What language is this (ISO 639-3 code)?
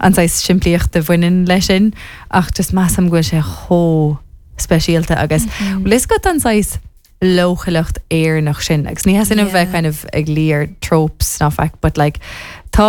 gle